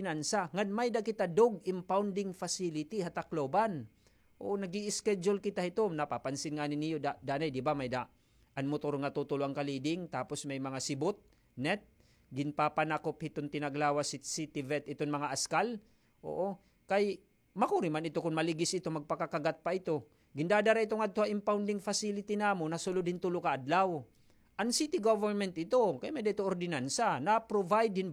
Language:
Waray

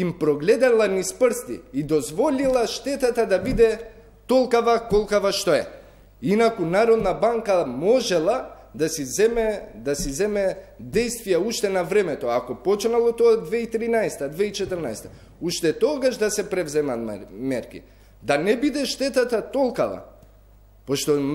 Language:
Macedonian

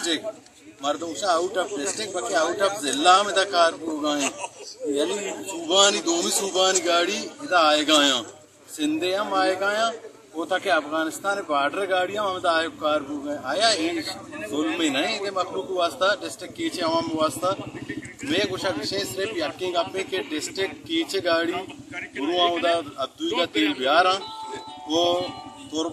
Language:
Baluchi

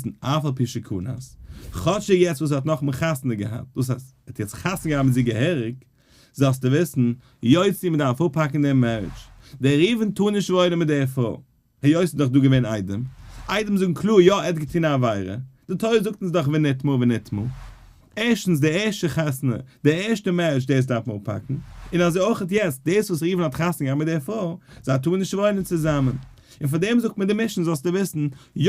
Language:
Yiddish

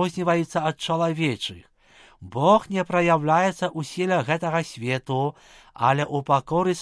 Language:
Belarusian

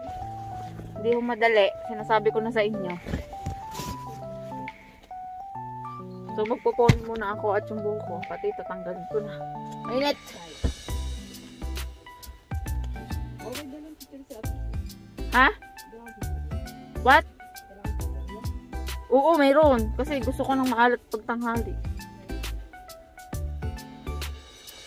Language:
Filipino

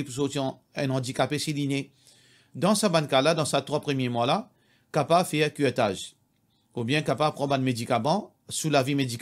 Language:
Morisyen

